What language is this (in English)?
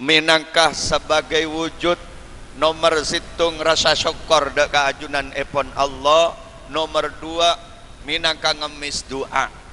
Madurese